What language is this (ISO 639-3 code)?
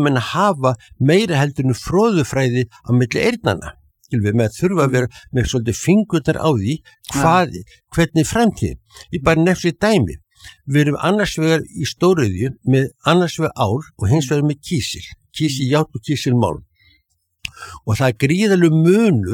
isl